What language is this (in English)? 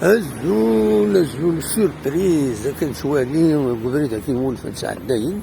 Kabyle